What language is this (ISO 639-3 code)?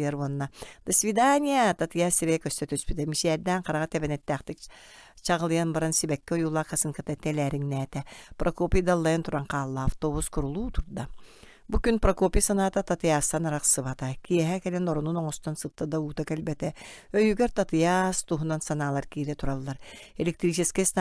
sah